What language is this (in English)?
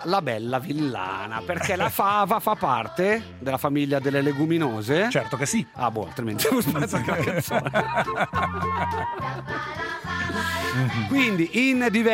Italian